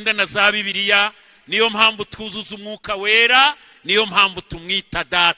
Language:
Kinyarwanda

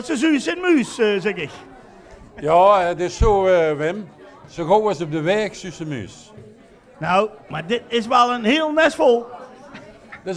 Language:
Limburgish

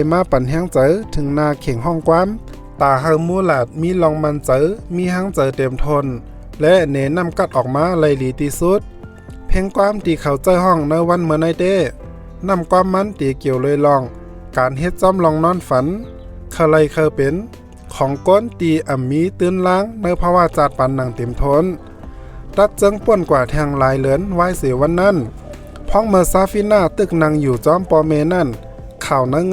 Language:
Shan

